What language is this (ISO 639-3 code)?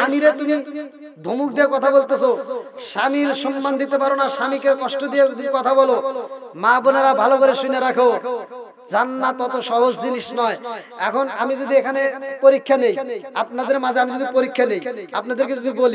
ben